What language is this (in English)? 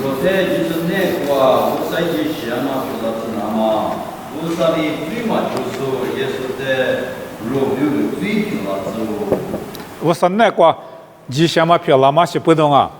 Lisu